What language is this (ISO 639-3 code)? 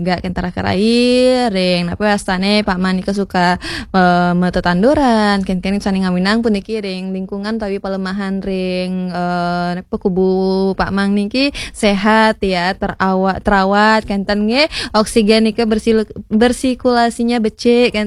ban